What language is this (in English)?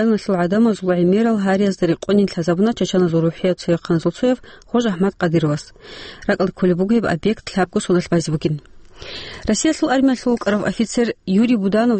Avaric